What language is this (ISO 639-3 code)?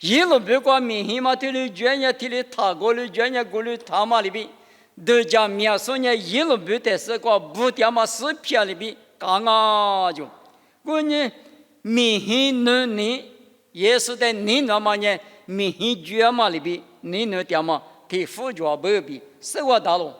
lis